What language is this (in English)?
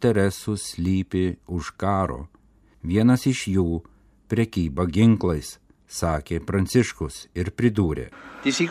Lithuanian